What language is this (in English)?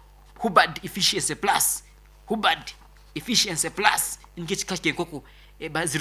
Nyankole